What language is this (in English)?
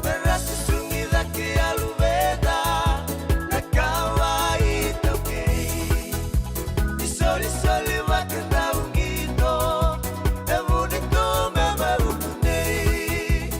Fijian